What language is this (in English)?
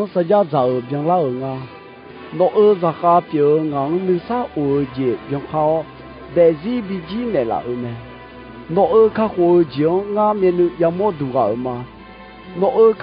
Akha